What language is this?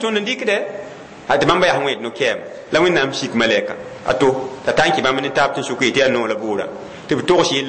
Mossi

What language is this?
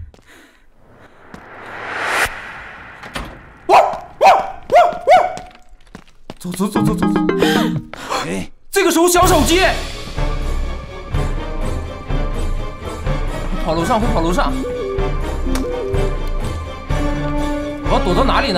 Chinese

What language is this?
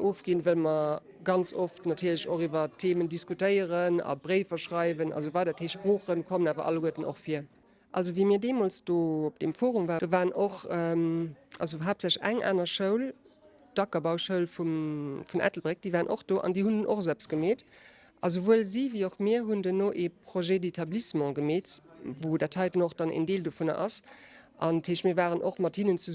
Luxembourgish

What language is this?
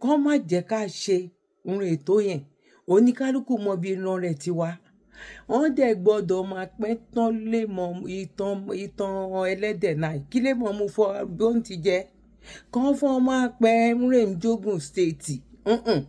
Yoruba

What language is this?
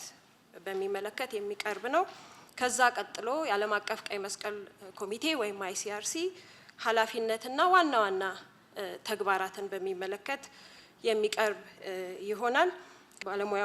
Amharic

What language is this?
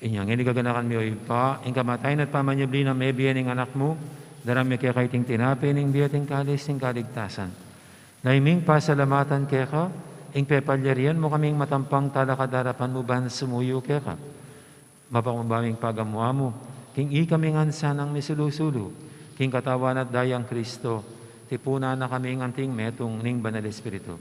Pampanga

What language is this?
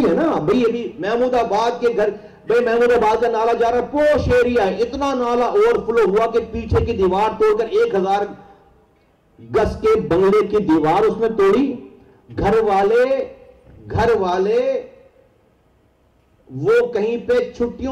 Urdu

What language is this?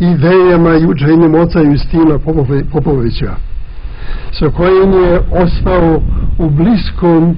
Serbian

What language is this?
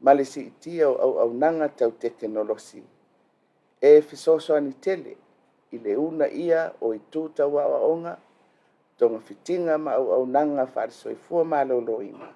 Samoan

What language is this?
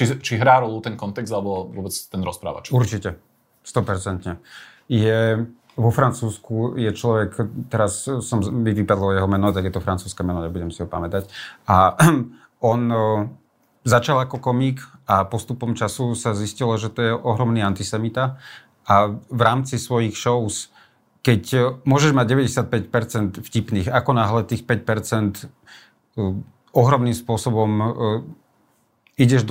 Slovak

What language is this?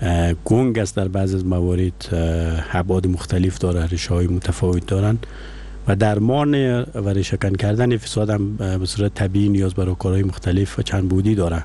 Persian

